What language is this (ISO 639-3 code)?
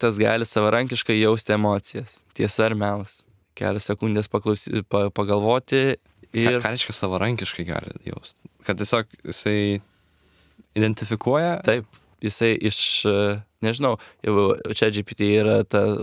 lit